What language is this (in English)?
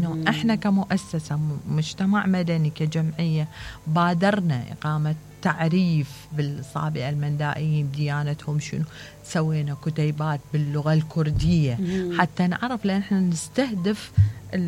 Mesopotamian Arabic